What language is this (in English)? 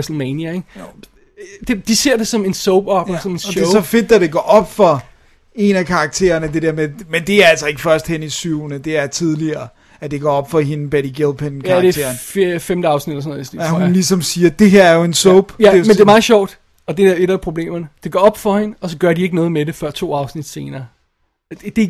Danish